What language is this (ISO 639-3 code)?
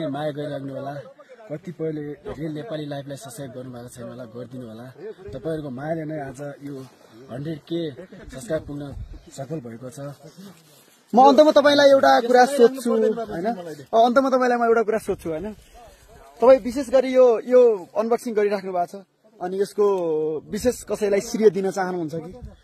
nep